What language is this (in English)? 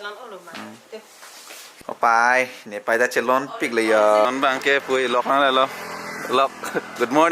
Karbi